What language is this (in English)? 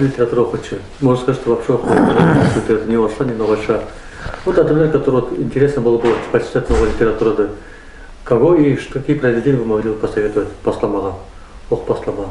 Nogai